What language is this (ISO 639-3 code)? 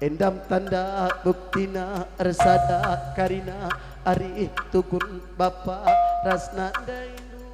btx